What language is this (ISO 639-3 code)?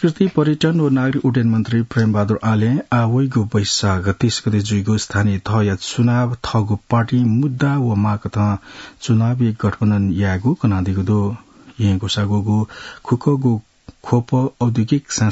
new